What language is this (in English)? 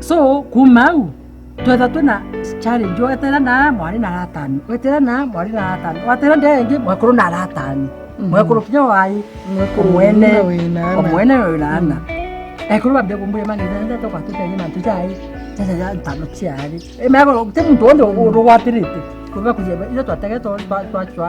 Meru